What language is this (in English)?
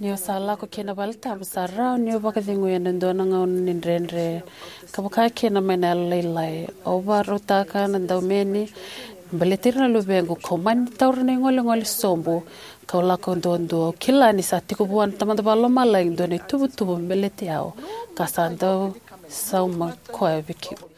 Fijian